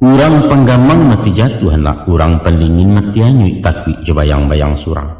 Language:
Minangkabau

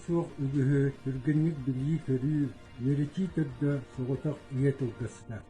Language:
Yakut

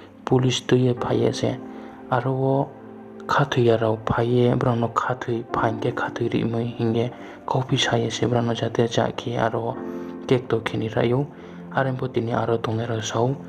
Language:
Riang (India)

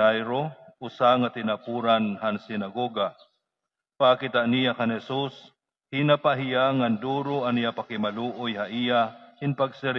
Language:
Waray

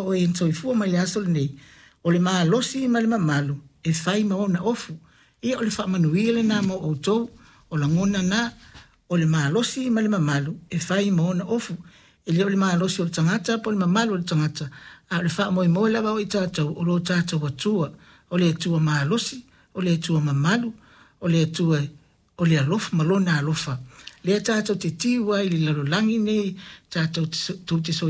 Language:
Samoan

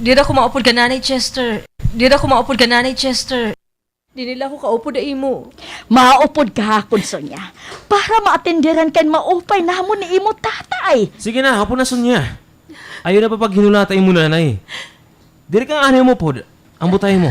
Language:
Waray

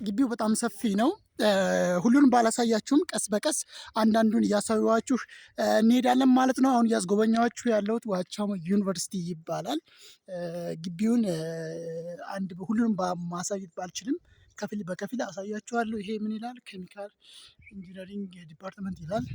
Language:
Amharic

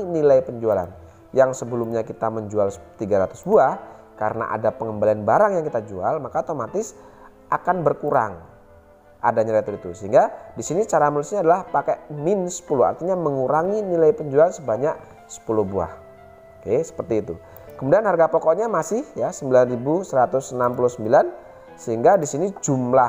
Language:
Indonesian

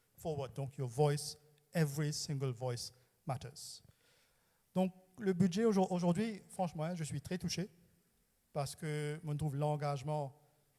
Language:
Morisyen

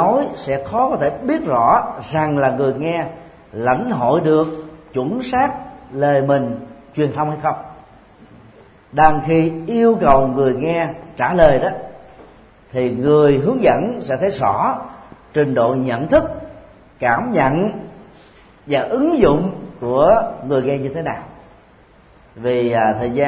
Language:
Vietnamese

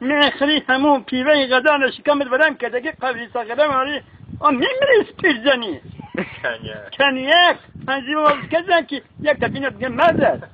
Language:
Tajik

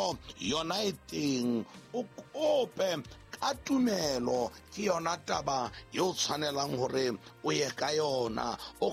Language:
Southern Sotho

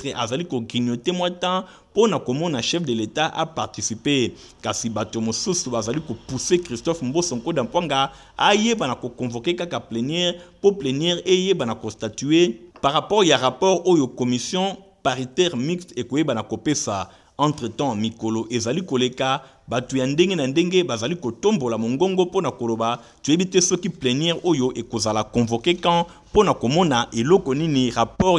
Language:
Lingala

